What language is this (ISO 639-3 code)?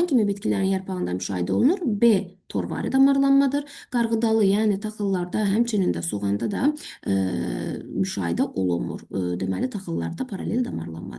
aze